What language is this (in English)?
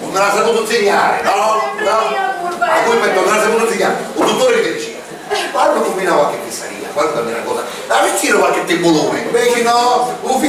Sicilian